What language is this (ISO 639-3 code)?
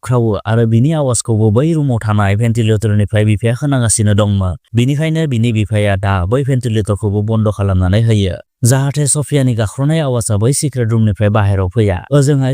brx